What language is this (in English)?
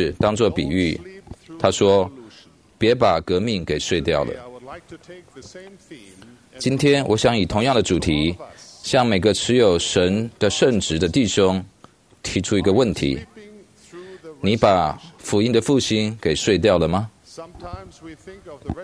Chinese